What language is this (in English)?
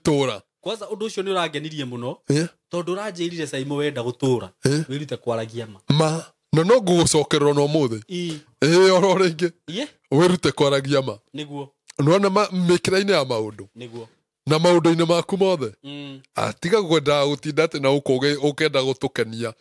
Kikuyu